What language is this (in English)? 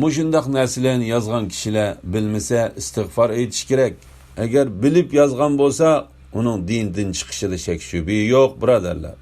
Uyghur